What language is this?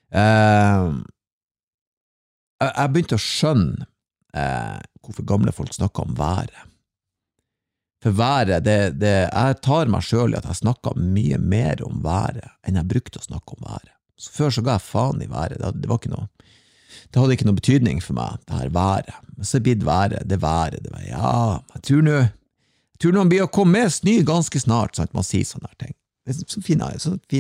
Norwegian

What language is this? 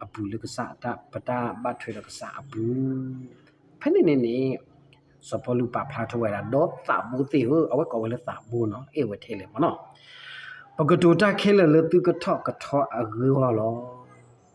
S'gaw Karen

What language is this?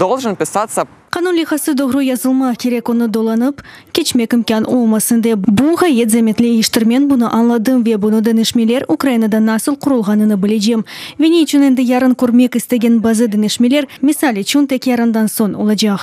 Crimean Tatar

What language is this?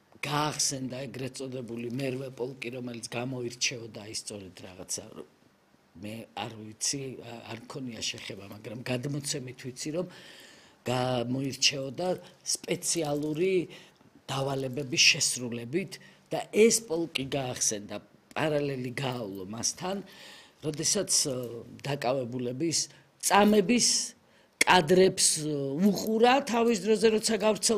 Georgian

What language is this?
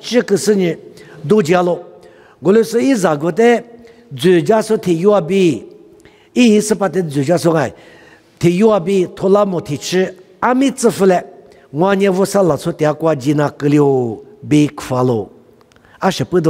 Lisu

